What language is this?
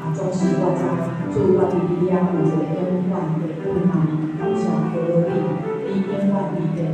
Min Nan Chinese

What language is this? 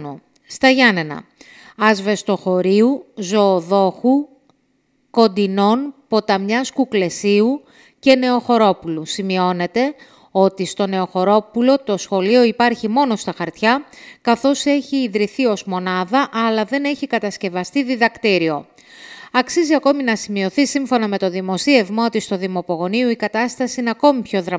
Greek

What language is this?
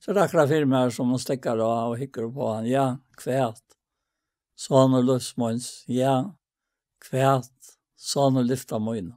Faroese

